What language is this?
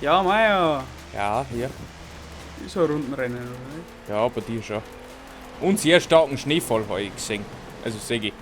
Bavarian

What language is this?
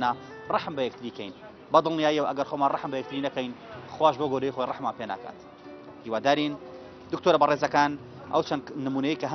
Central Kurdish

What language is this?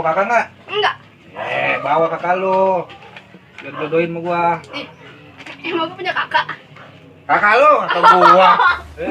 Betawi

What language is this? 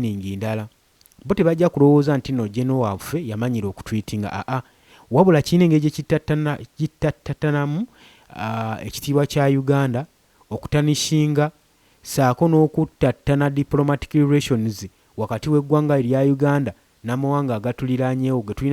Ganda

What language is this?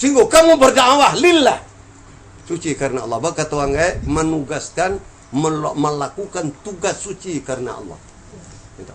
Minangkabau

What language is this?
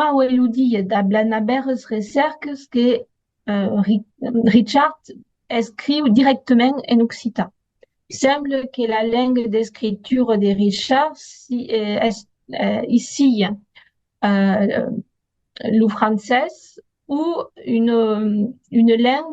Occitan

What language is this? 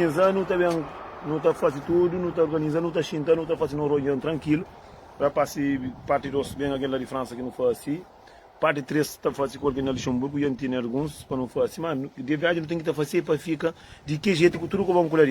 Kabuverdianu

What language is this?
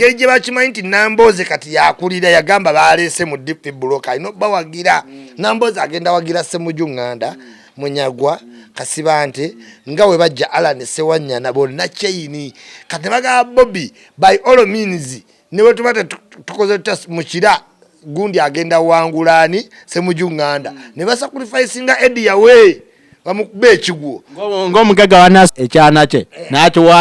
Ganda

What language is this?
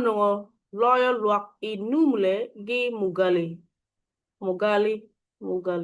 Acoli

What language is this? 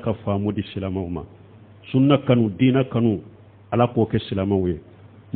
Bambara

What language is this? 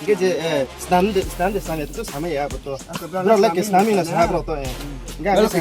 Riang (India)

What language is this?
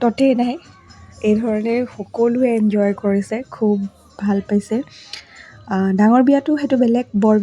Assamese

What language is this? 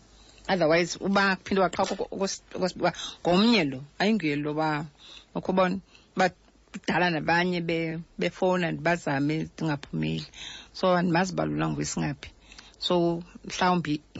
Xhosa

